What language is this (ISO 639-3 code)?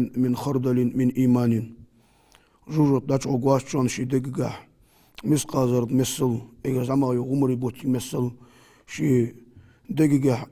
inh